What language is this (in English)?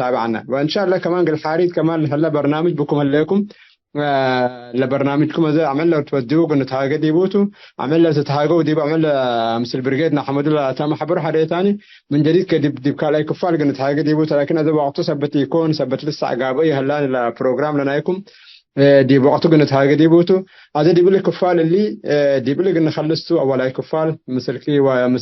Tigre